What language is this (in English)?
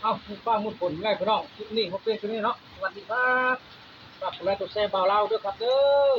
Northeastern Thai